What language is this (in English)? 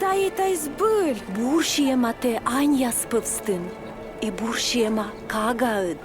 Komi